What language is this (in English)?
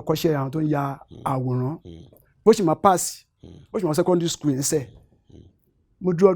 Yoruba